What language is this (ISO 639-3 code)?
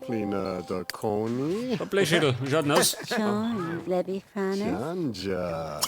bar